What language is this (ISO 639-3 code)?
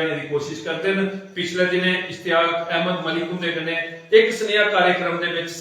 doi